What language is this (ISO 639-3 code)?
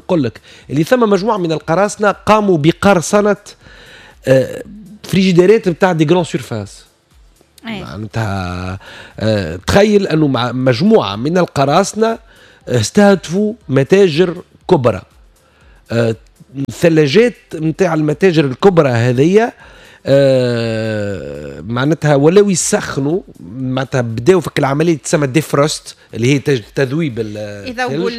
aeb